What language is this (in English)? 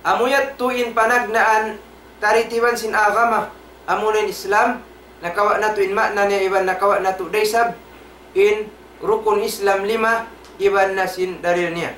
Tausug